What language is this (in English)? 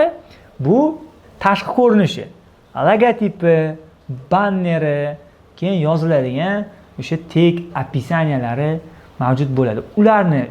Uzbek